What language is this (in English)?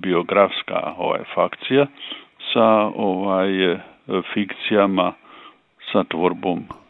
Croatian